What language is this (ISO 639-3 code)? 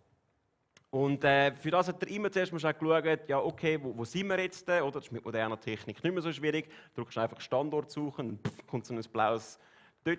gsw